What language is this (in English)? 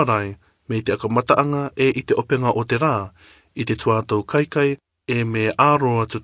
Rarotongan